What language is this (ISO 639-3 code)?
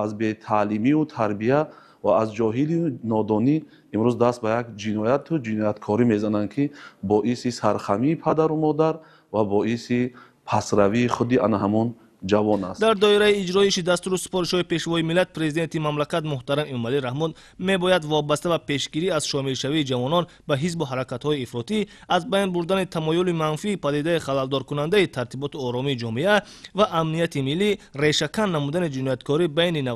tgk